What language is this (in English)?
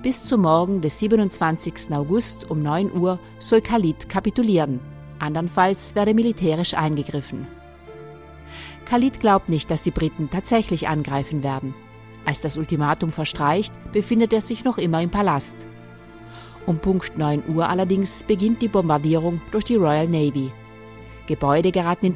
German